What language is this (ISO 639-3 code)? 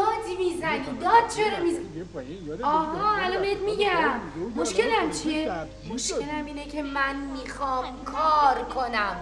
fas